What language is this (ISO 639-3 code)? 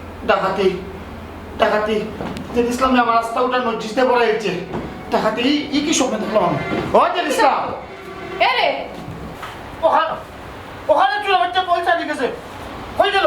syl